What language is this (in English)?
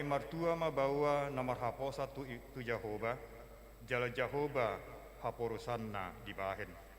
Batak Toba